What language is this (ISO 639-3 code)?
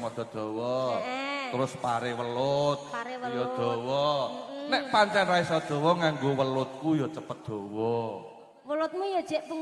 jav